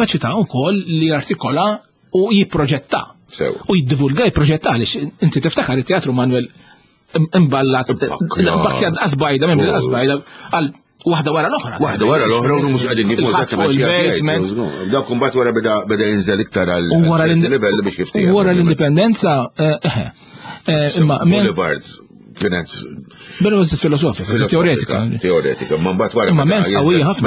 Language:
Maltese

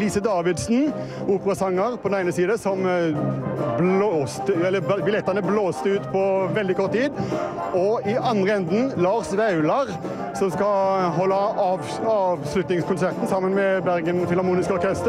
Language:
Norwegian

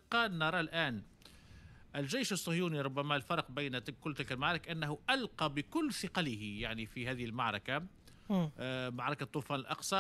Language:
Tunisian Arabic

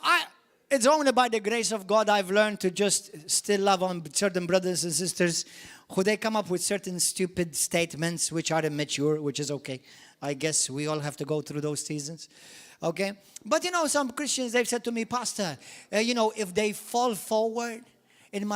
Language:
English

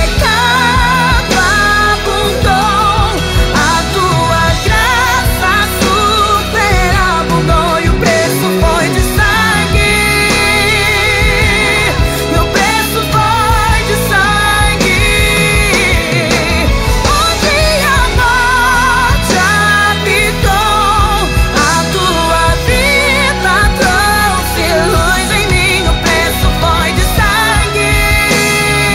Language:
Portuguese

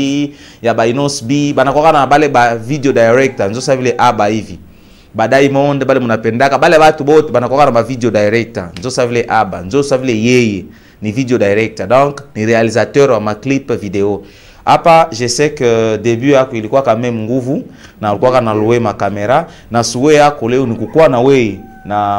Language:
Swahili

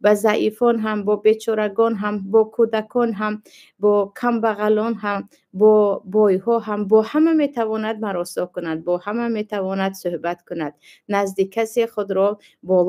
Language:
Tajik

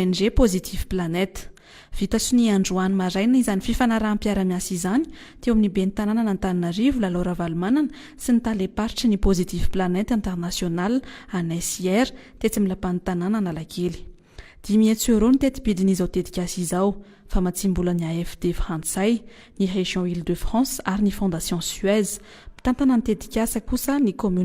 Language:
Malagasy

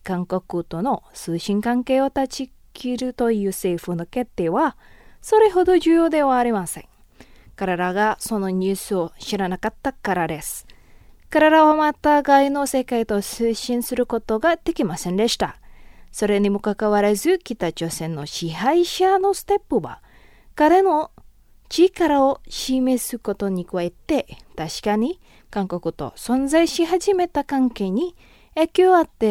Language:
Japanese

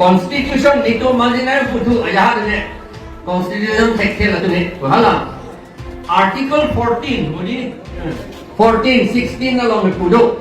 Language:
Karbi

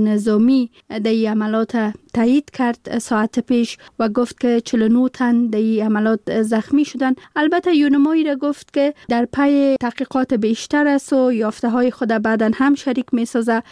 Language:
Persian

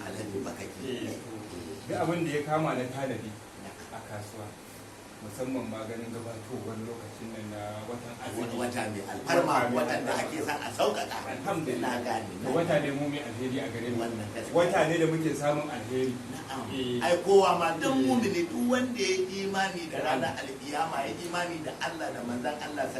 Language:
Hausa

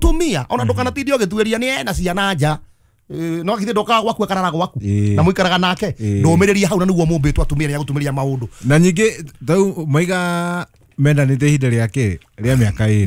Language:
Kikuyu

